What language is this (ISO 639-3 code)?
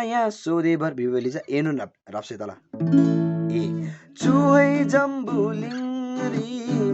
taj